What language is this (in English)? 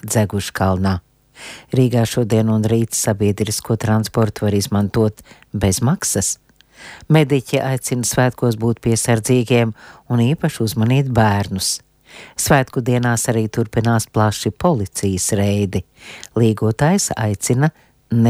Latvian